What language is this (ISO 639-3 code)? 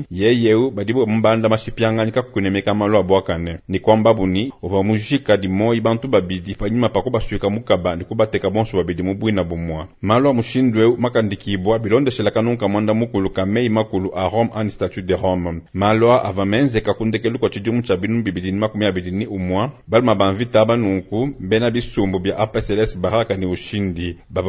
lua